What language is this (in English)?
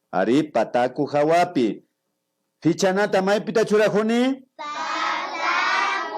Imbabura Highland Quichua